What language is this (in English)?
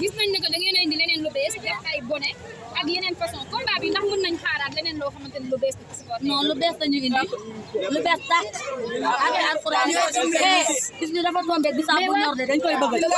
Wolof